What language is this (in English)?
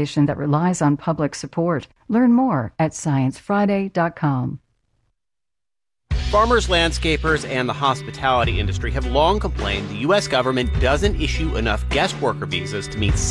English